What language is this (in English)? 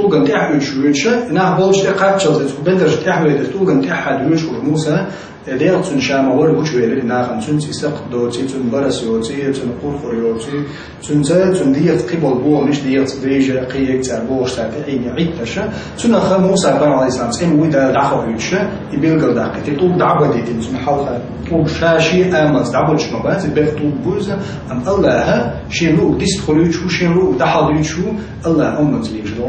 Chechen